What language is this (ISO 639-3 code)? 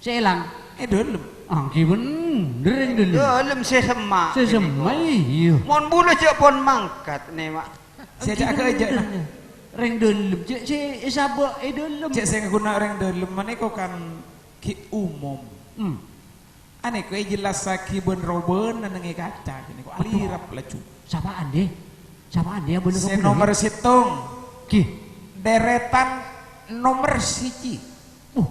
mad